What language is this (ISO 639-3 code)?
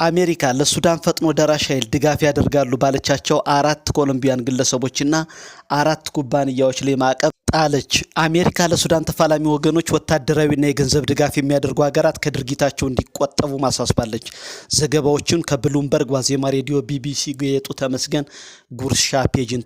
amh